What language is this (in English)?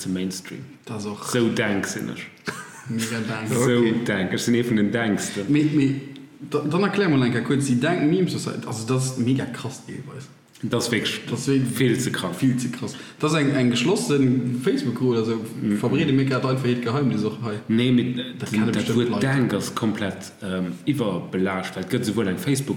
Luxembourgish